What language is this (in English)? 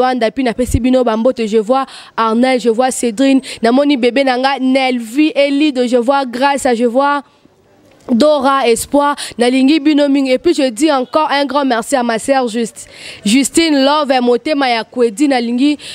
Lingala